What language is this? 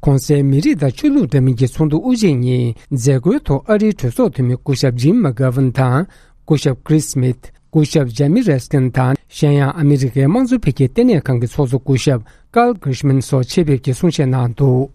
Tibetan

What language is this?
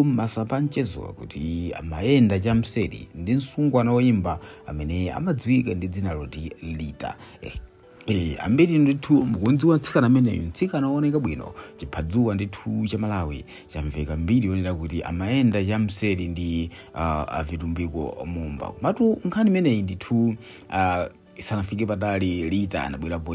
Nyanja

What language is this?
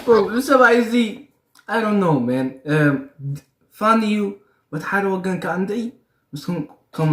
Tigrinya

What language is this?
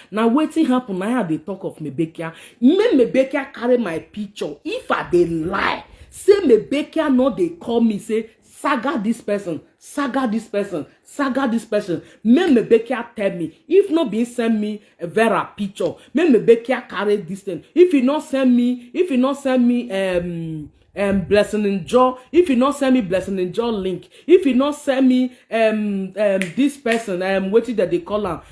Nigerian Pidgin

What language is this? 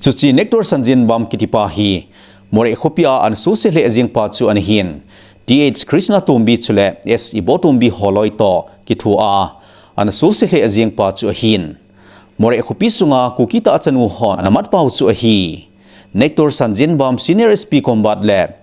Thado Chin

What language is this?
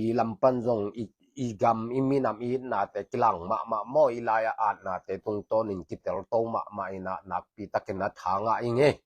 Tedim Chin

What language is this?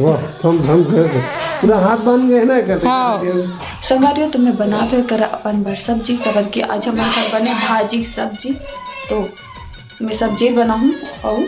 Chhattisgarhi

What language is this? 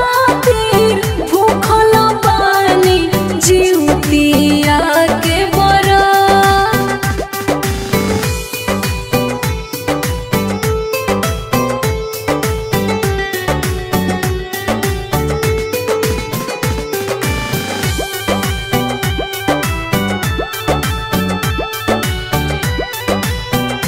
Bhojpuri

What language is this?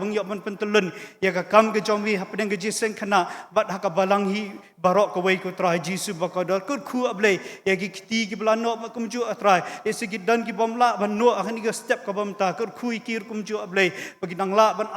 Khasi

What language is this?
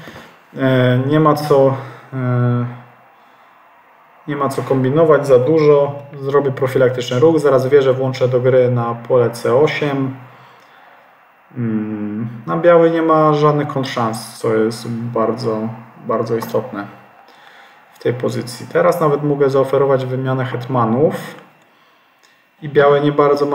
Polish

